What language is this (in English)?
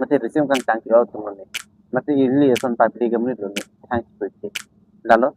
Karbi